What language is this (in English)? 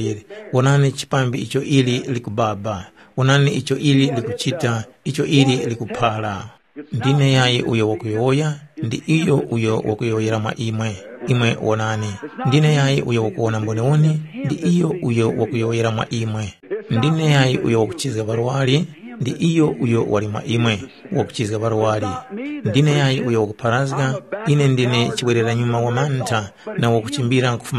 Tumbuka